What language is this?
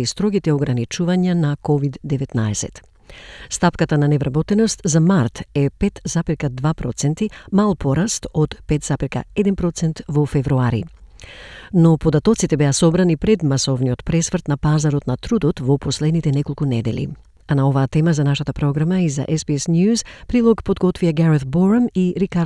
Macedonian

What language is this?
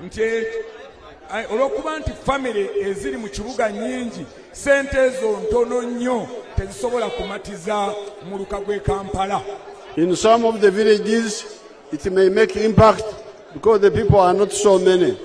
Ganda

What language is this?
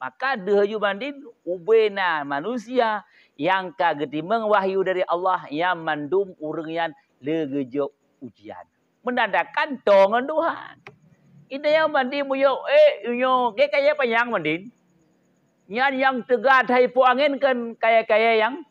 Achinese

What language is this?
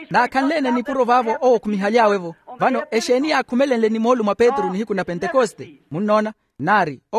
Makhuwa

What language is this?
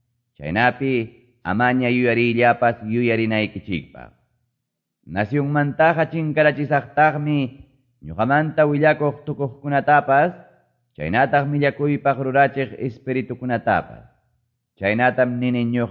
Quechua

